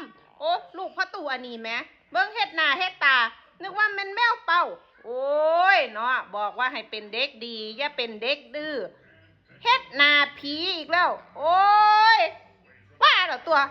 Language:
Northeastern Thai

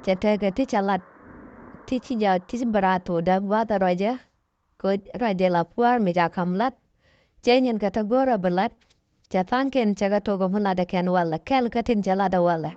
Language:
Nuer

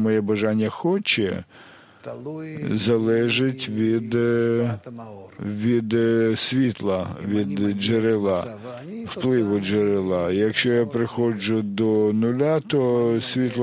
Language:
Ukrainian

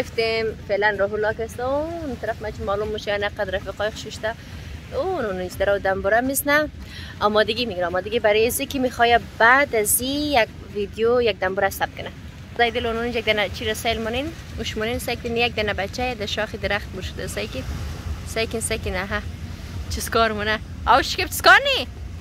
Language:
Persian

